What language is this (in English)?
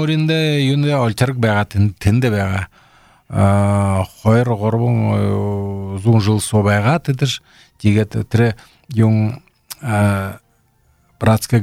Belarusian